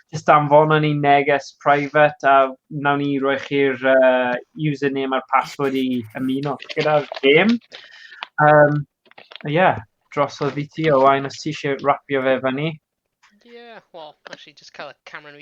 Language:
Welsh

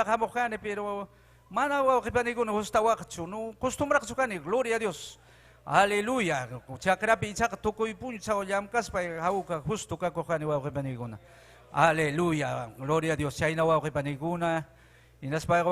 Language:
Ayacucho Quechua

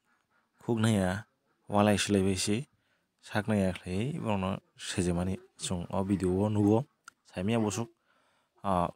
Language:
Kok Borok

